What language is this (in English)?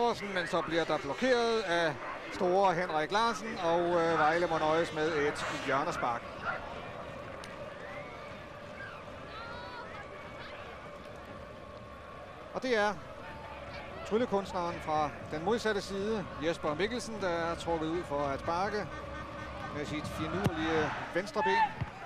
Danish